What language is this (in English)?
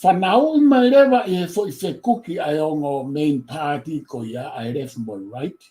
Tongan